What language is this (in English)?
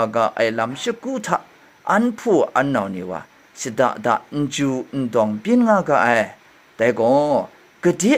Kachin